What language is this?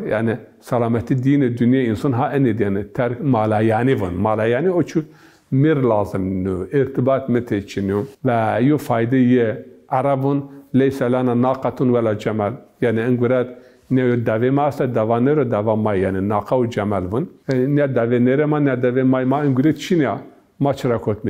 Zaza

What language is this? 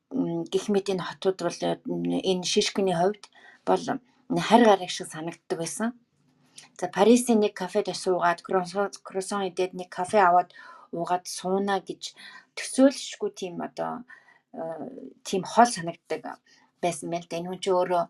Mongolian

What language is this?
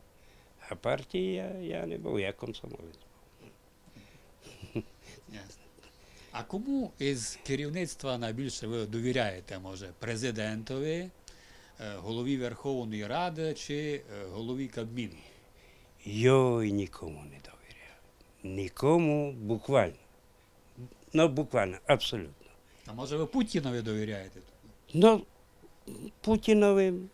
Ukrainian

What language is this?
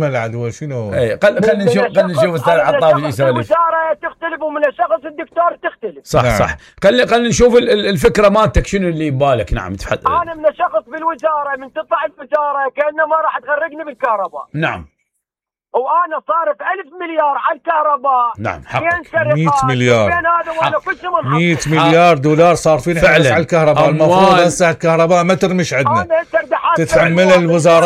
Mesopotamian Arabic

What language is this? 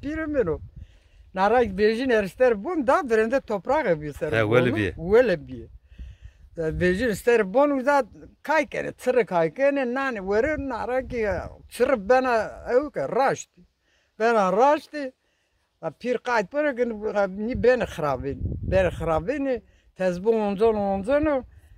Zaza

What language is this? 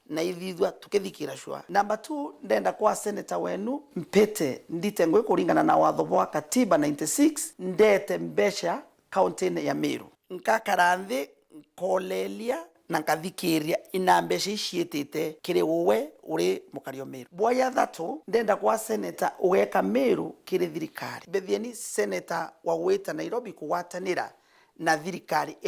Meru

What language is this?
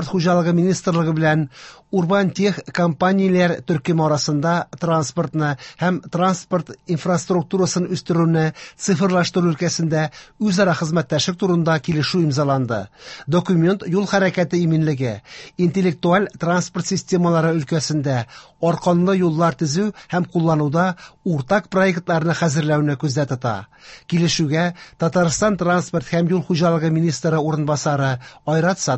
Tatar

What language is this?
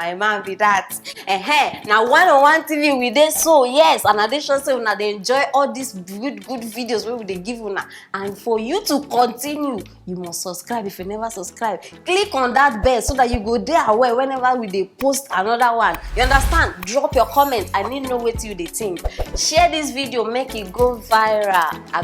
Nigerian Pidgin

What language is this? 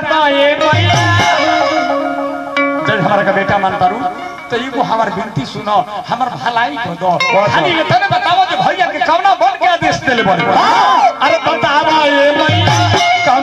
Bhojpuri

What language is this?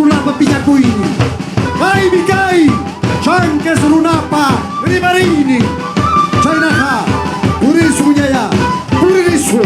Ayacucho Quechua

